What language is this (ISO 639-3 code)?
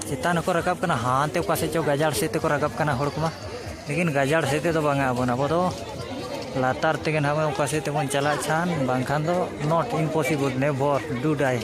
sat